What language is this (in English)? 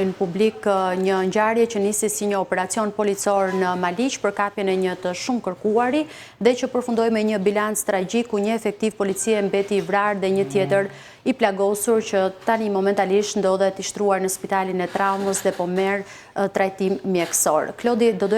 Albanian